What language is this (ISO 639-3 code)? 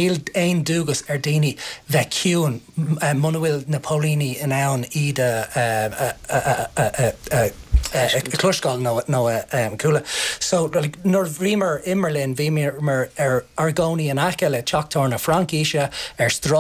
gle